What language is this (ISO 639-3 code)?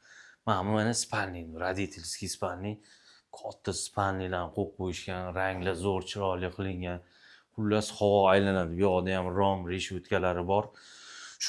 uzb